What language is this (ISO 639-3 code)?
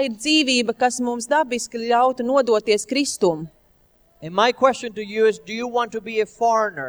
lav